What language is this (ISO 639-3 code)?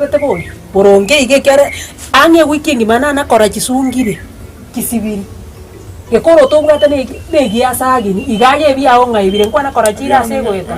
guz